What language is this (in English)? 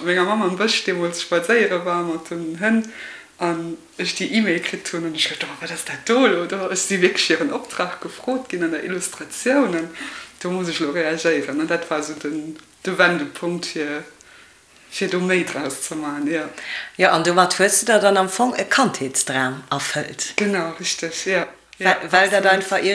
Luxembourgish